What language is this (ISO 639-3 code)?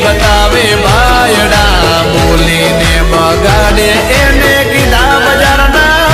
guj